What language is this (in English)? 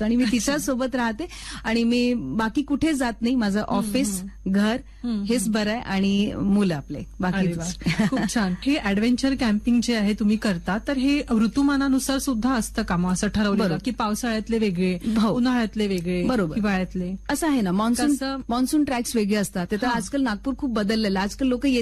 Marathi